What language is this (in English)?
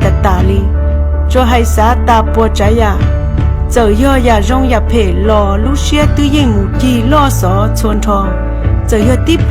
Hmong